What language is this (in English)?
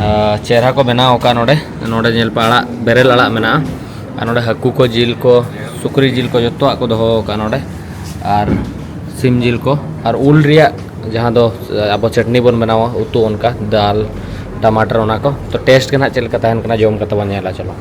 Santali